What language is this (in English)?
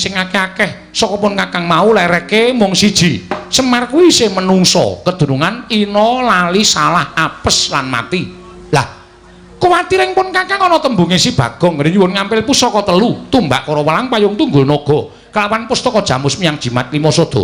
Javanese